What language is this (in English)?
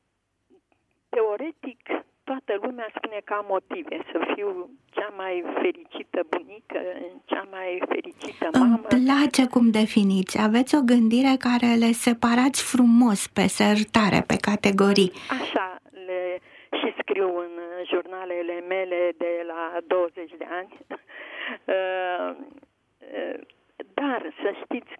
Romanian